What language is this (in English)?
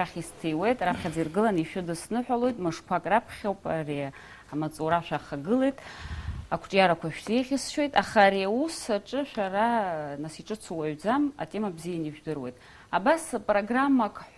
Abkhazian